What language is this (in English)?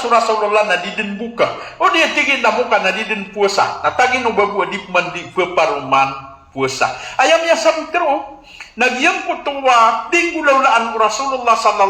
Maranao